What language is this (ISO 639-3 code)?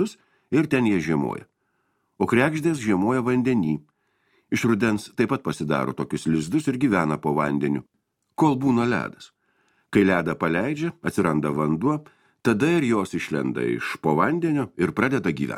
lit